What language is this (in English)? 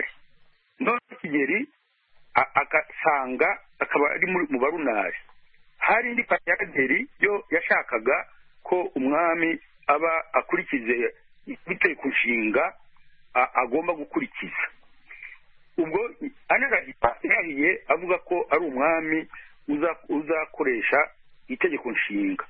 Kinyarwanda